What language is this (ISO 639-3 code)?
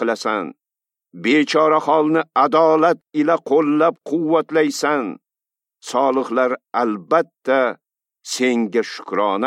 uzb